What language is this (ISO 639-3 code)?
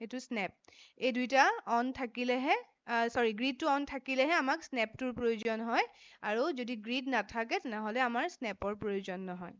asm